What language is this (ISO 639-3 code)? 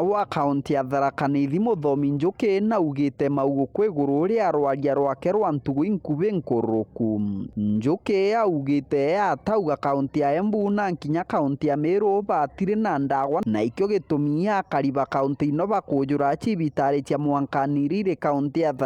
mer